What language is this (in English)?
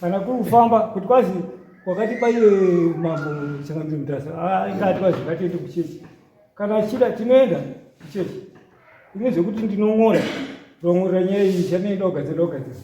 Shona